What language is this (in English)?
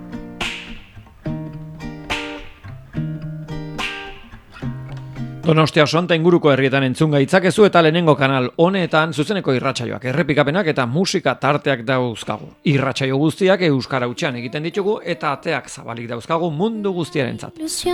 Basque